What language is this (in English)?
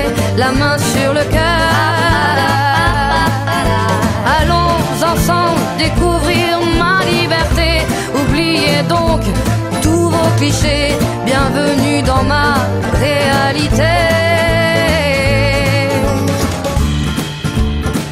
French